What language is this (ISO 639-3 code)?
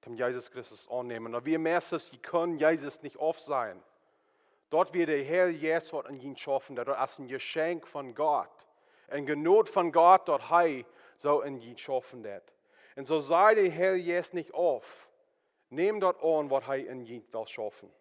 pdt